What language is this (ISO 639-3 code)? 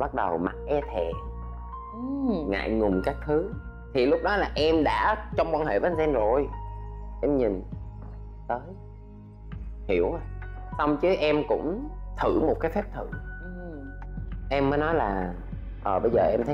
vie